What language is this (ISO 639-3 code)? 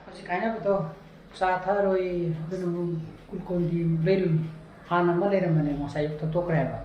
mni